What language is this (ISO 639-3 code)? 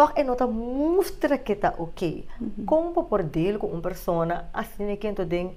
pap